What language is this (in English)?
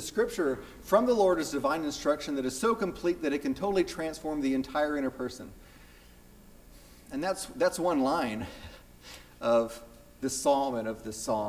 English